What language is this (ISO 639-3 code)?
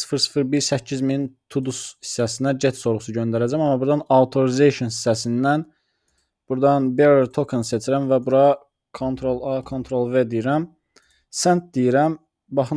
aze